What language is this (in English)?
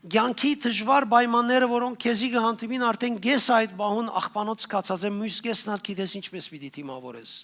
Western Armenian